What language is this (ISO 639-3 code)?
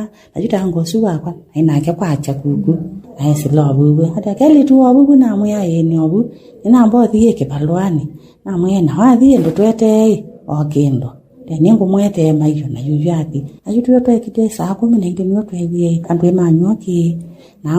kam